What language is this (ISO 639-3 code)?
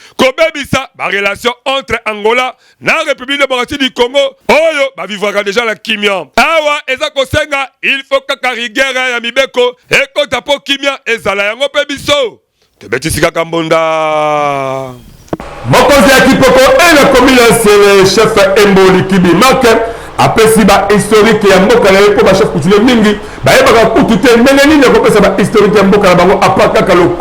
lin